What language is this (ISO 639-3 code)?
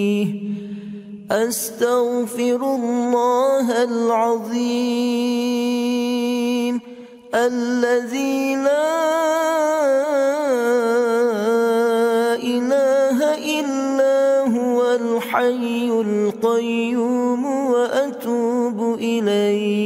ara